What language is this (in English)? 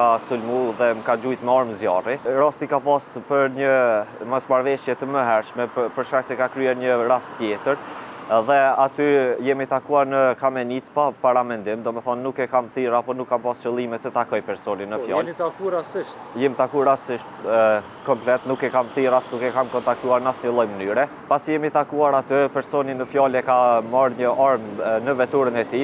Albanian